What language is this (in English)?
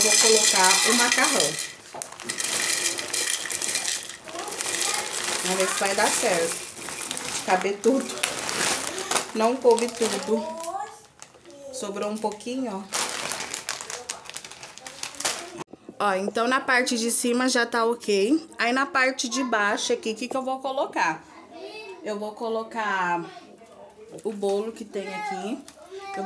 Portuguese